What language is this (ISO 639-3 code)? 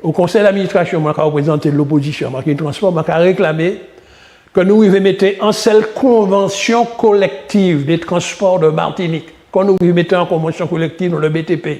gcf